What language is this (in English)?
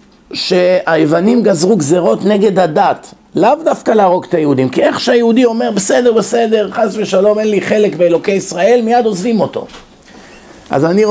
Hebrew